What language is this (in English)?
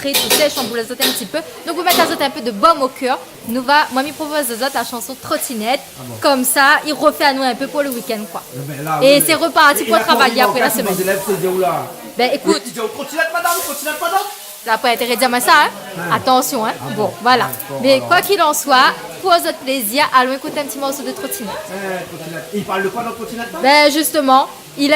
Réunion Creole French